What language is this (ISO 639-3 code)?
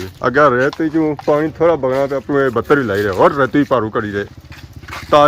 phr